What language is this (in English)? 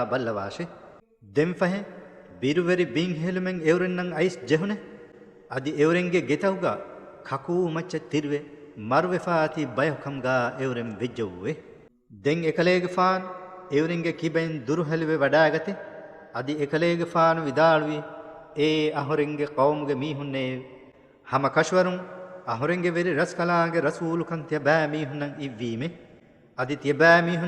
Divehi